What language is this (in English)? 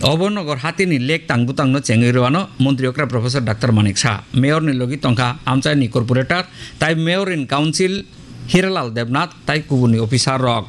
Kok Borok